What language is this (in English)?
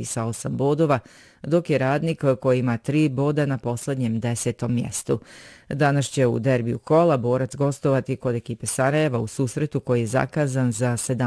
Bosnian